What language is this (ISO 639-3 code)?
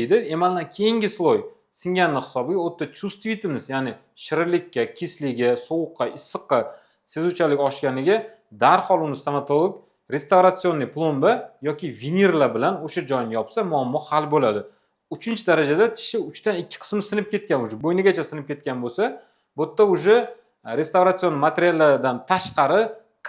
uzb